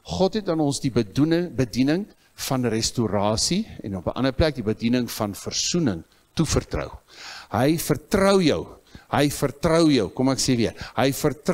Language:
Afrikaans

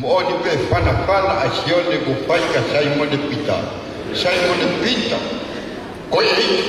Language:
Tongan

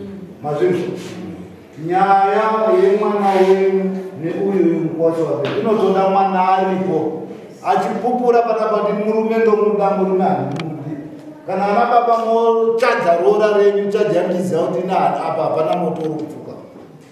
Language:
Shona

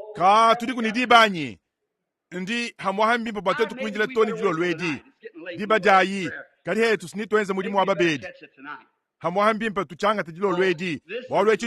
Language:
Luba-Lulua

